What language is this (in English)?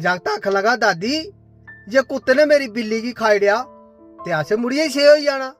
Dogri